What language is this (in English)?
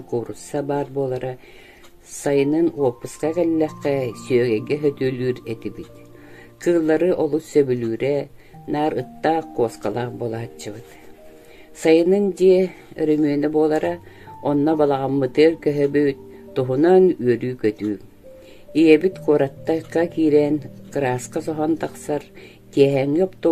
Yakut